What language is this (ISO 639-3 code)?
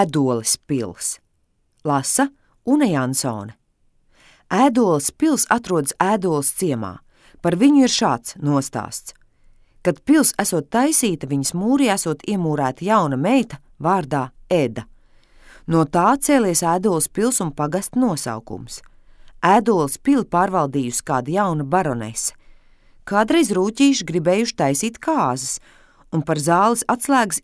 lav